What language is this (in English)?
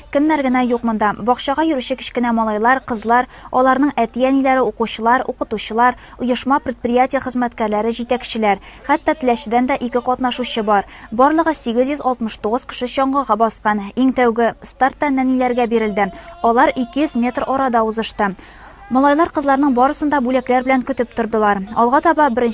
Tatar